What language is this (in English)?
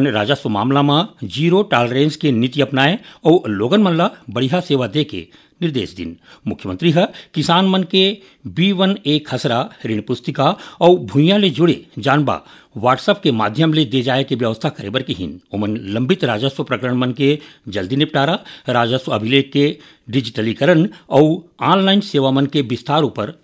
Chhattisgarhi